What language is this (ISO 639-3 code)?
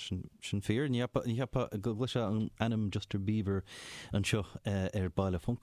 gle